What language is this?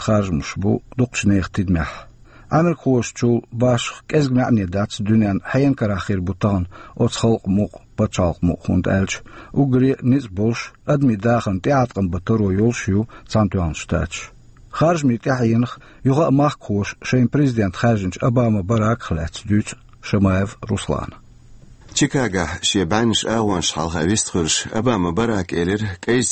Chechen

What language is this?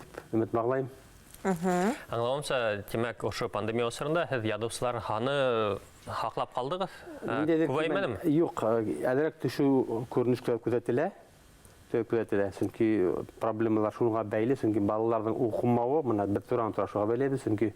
Bashkir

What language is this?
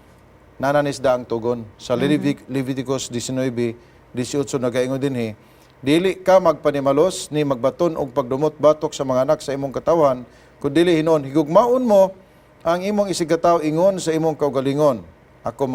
Cebuano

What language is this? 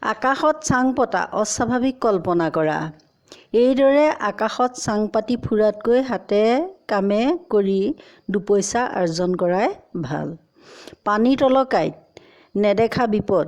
Assamese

